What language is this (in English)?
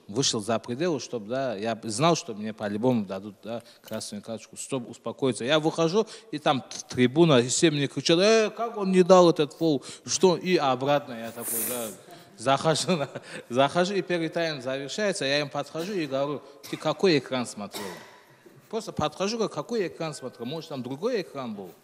Russian